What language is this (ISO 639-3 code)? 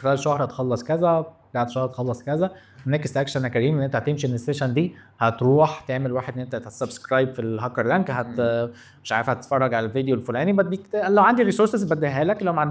arz